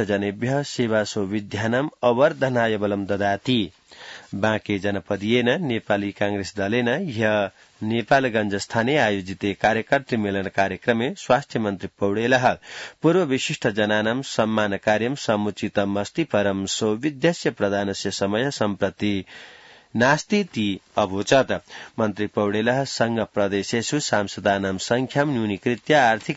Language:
Sanskrit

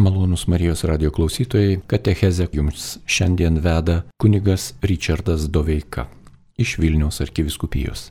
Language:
Lithuanian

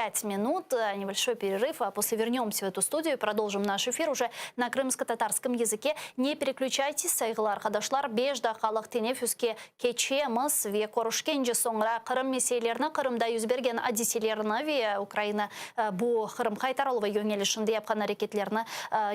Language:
Crimean Tatar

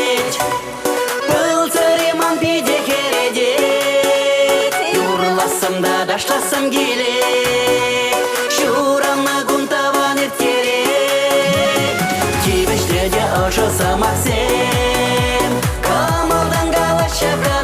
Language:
Chuvash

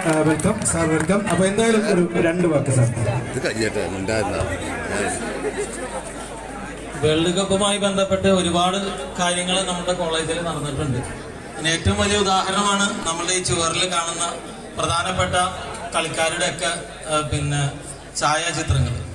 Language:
Malayalam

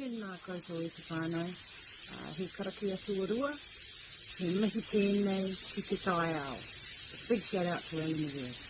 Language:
Māori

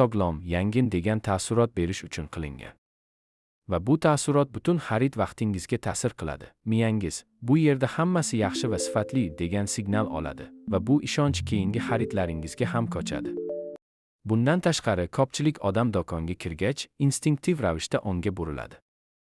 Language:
Uzbek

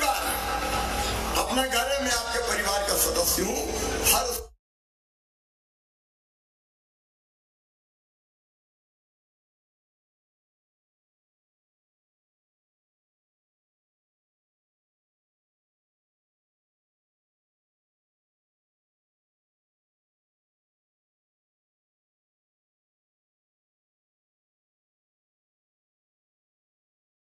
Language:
Hindi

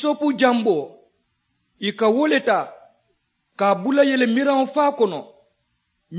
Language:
Mandingo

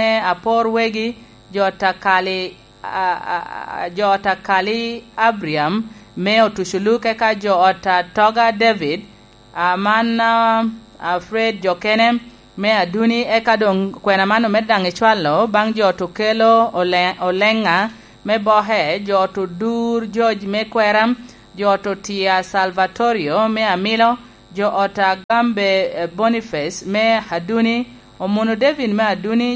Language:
Lango (Uganda)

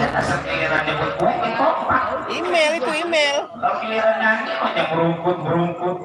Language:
Betawi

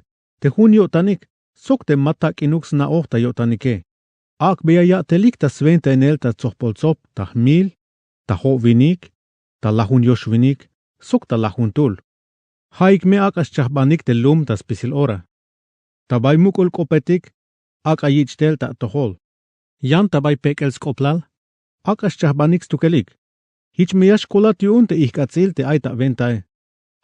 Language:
Tzeltal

